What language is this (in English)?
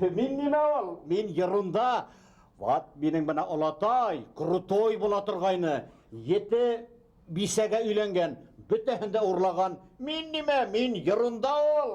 Bashkir